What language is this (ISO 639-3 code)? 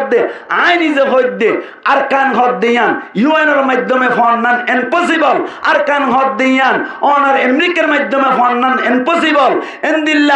rhg